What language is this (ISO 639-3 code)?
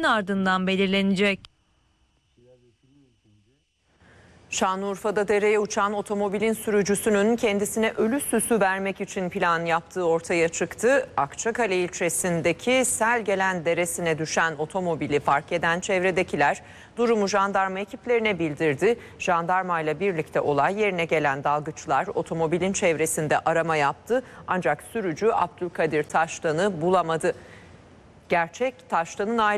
tur